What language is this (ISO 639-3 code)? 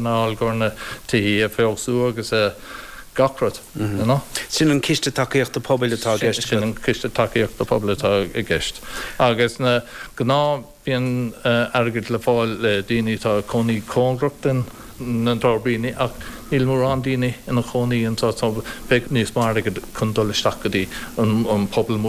gle